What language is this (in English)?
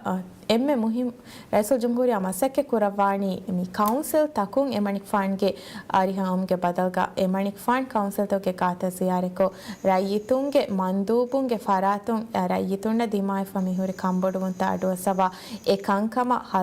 Divehi